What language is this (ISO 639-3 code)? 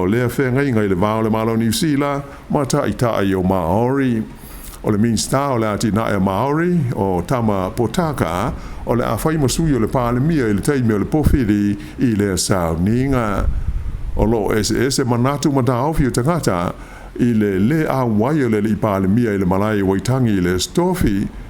smo